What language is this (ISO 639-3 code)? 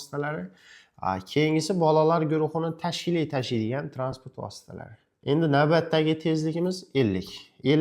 uzb